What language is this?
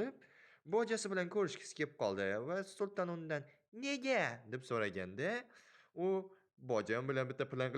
Uzbek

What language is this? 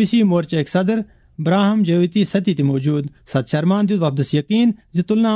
Kashmiri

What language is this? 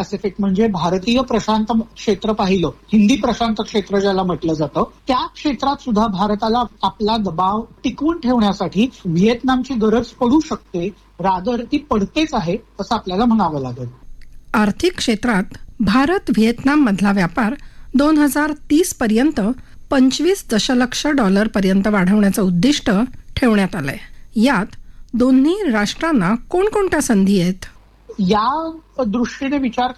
Marathi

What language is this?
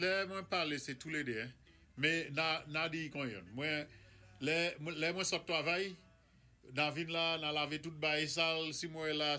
Saint Lucian Creole French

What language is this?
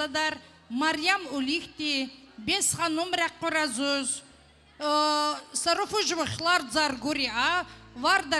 Tabassaran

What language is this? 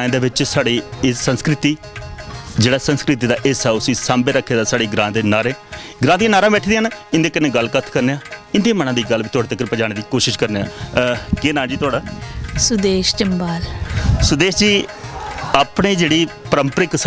Dogri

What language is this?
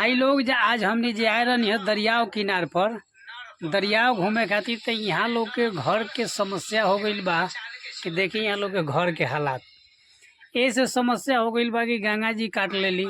Bhojpuri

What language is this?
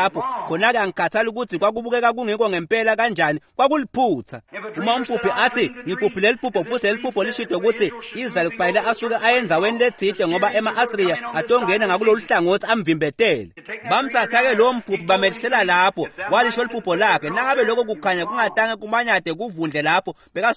Swati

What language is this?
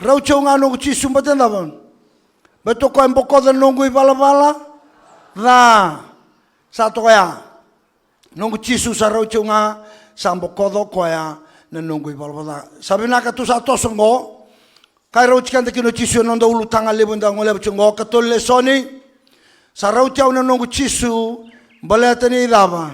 Fijian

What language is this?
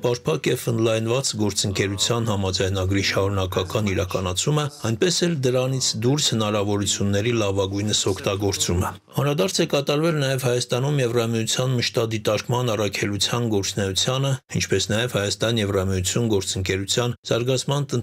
Armenian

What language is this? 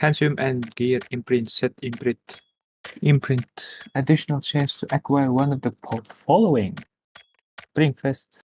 Kara-Kalpak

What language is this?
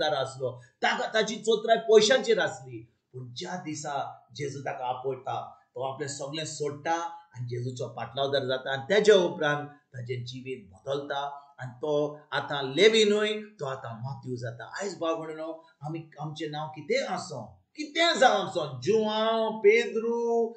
Konkani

